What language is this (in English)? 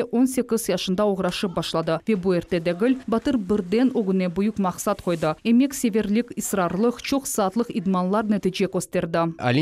Crimean Tatar